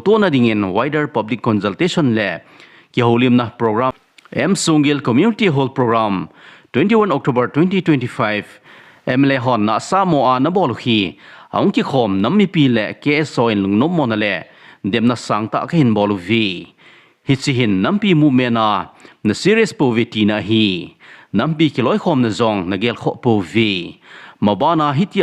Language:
Thado Chin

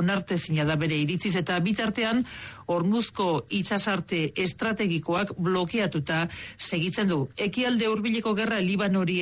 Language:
Basque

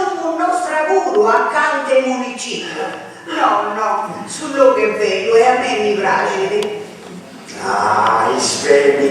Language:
Sardinian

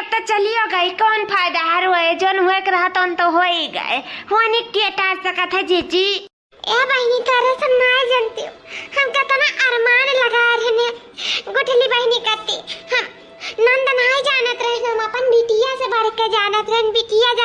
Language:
Awadhi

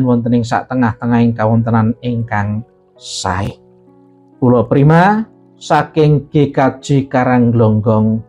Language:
Javanese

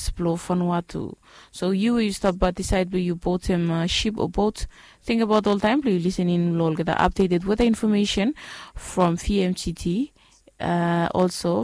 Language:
Bislama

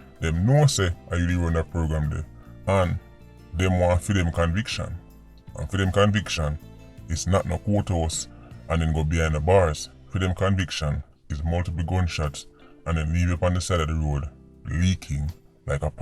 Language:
Jamaican Creole English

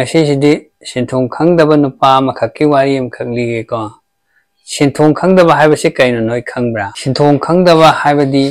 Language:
Manipuri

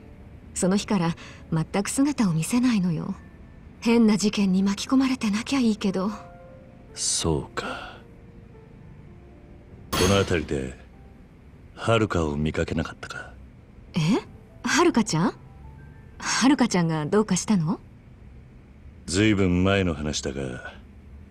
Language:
Japanese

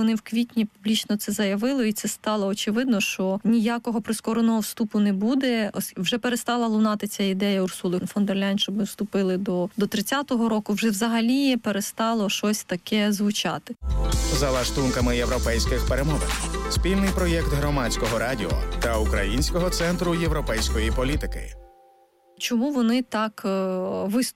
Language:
Ukrainian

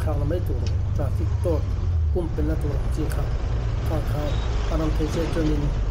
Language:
Mizo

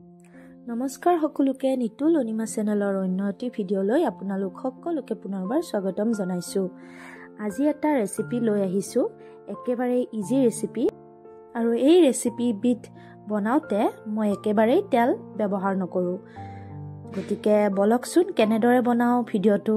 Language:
Assamese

